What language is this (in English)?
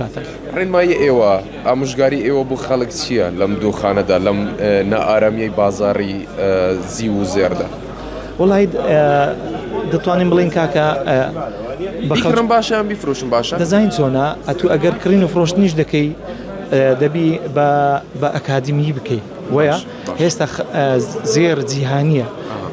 Central Kurdish